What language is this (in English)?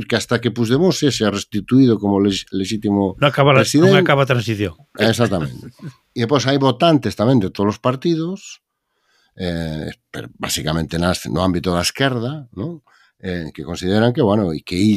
Galician